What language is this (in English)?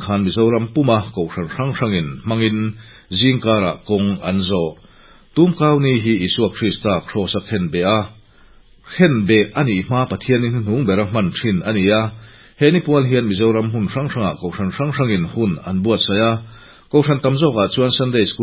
Mizo